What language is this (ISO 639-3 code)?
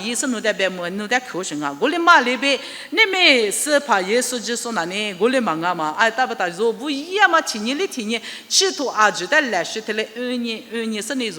lis